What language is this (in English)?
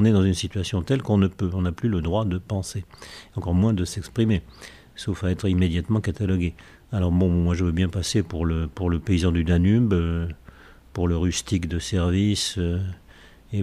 French